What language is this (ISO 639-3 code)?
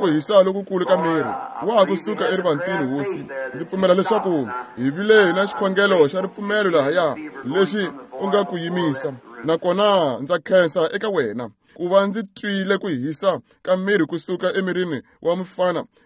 tso